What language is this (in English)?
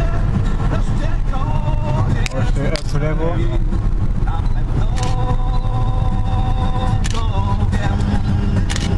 Polish